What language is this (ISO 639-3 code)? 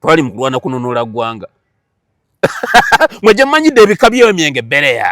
lug